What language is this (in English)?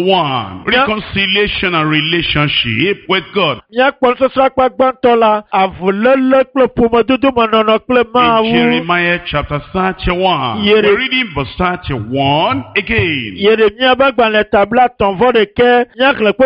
Ewe